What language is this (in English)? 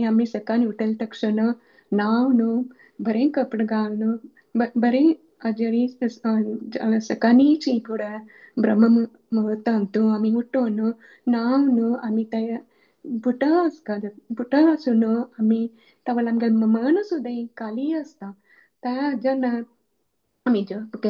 Konkani